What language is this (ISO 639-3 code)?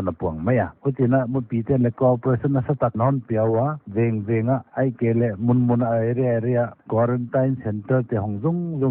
pck